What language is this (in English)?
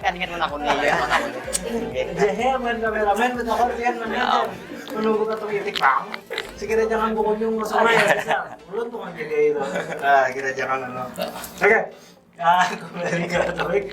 Banjar